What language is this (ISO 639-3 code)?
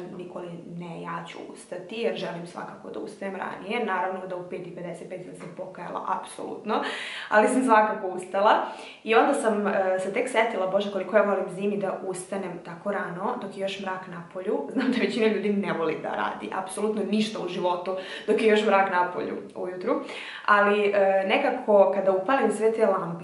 srp